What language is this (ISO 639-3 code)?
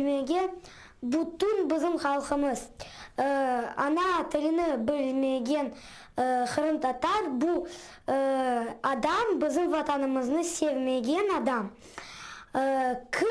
crh